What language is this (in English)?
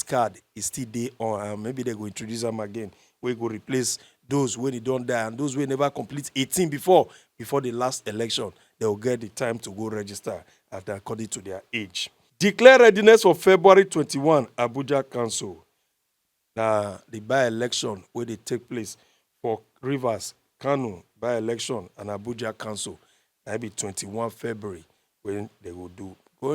Nigerian Pidgin